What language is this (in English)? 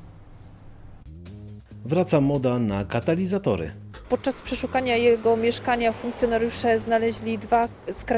Polish